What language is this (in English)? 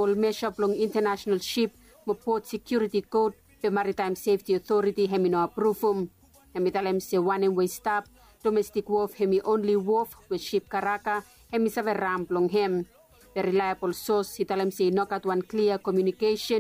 Bislama